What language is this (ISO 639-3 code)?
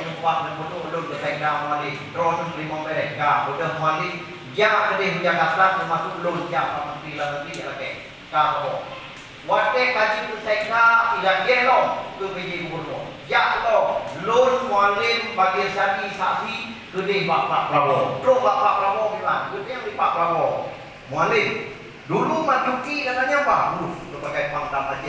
ace